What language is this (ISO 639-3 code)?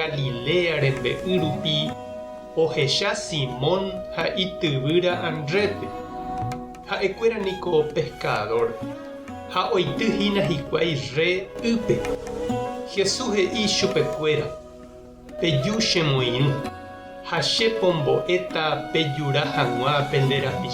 grn